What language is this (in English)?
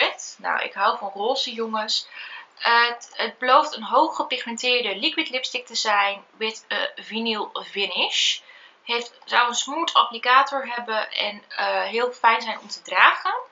Dutch